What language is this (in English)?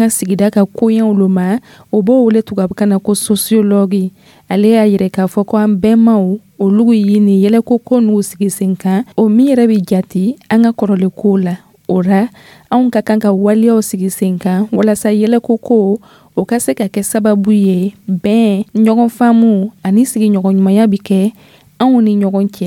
Dyula